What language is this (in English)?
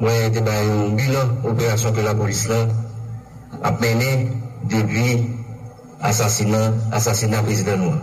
Haitian Creole